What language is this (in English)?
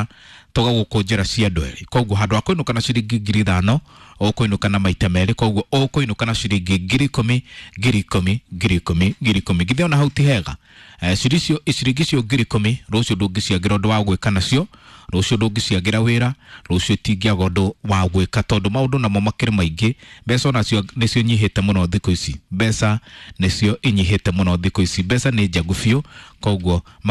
Kikuyu